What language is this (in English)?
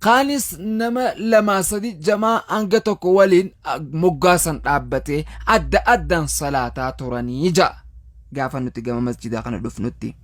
Oromo